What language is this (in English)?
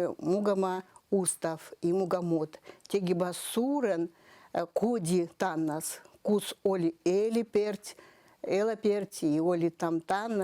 Veps